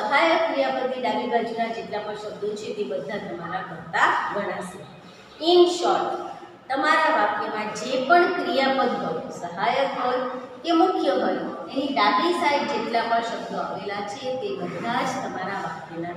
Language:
Gujarati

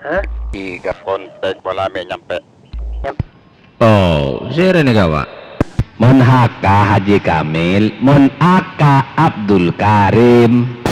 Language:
Madurese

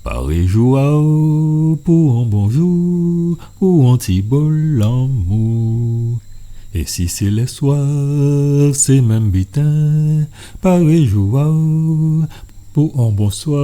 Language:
Guadeloupean Creole French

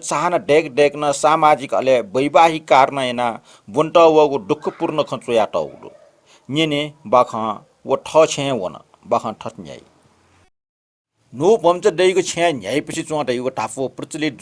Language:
Newari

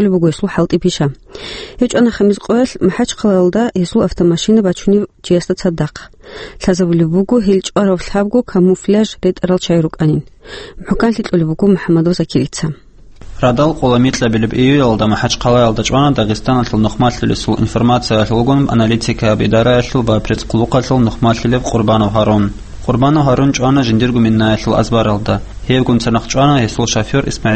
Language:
Avaric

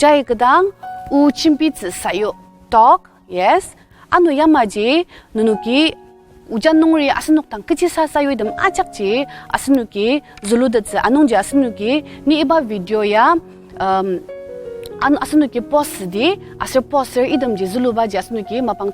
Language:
Ao Naga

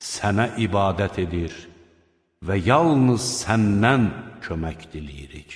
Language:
Azerbaijani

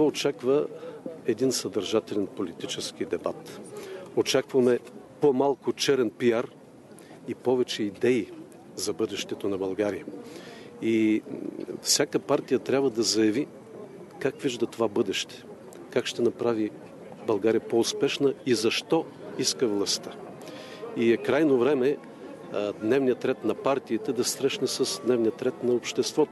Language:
Bulgarian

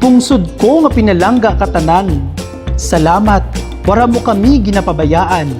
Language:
Kinaray-a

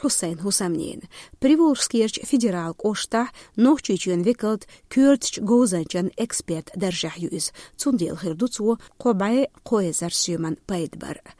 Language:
Chechen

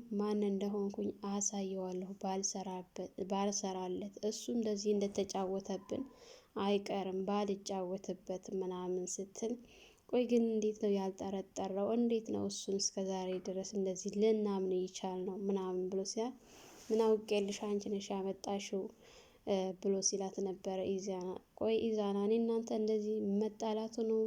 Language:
Amharic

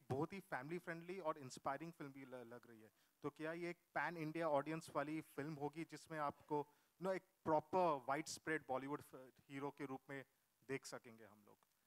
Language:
Hindi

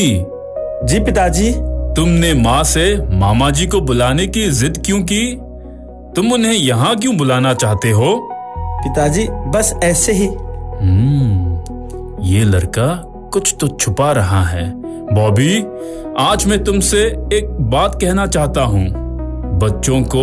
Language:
Hindi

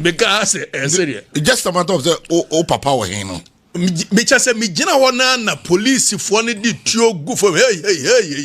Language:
Akan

